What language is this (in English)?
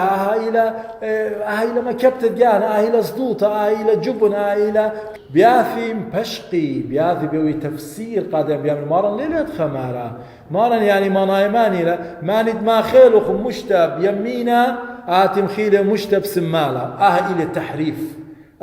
Assyrian Neo-Aramaic